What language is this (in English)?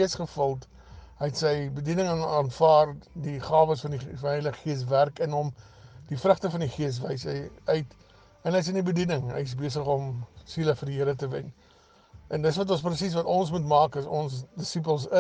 Afrikaans